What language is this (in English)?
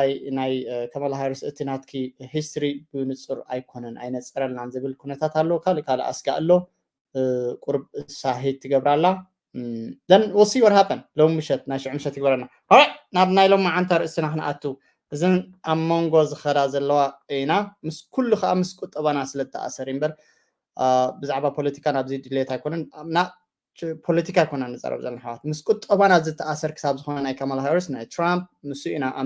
Tigrinya